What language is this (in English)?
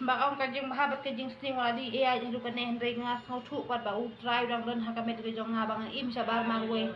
Khasi